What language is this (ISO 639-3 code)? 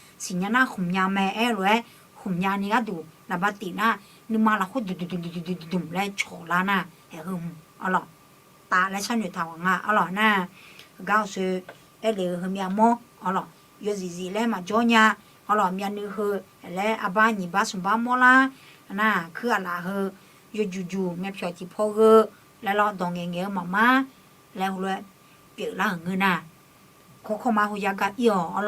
ahk